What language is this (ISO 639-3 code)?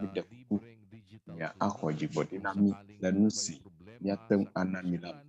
ewe